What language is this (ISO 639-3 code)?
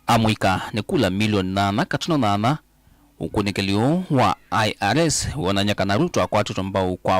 kam